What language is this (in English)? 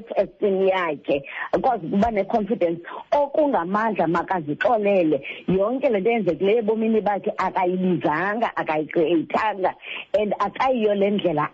Xhosa